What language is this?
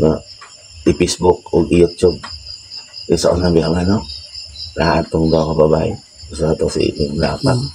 Cebuano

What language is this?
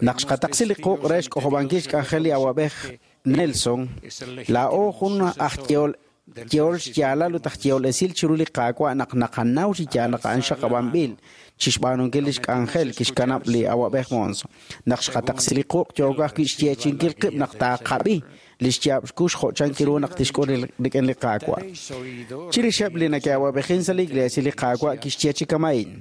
Kekchí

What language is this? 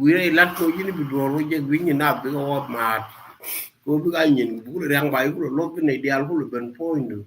Nuer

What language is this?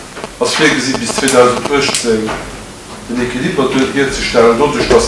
Luxembourgish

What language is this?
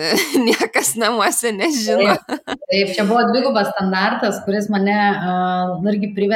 Lithuanian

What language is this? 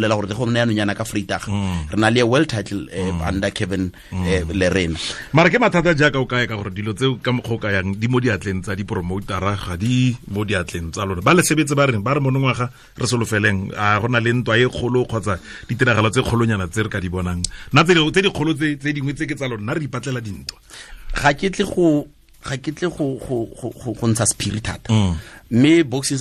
Tswana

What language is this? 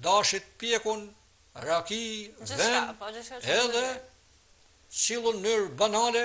Albanian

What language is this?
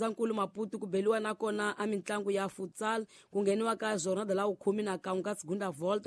Tsonga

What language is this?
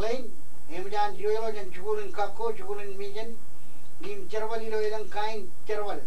Marshallese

